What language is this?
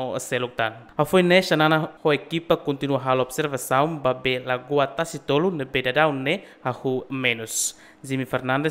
Tetum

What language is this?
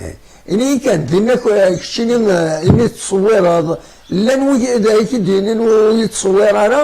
Kabyle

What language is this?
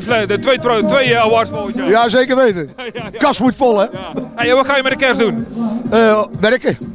Dutch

